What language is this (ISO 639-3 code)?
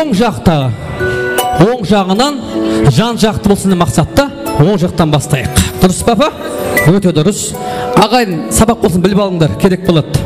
kaa